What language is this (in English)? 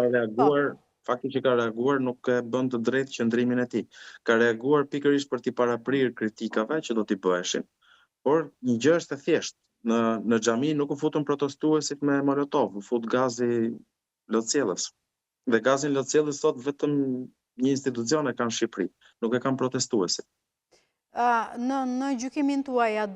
Albanian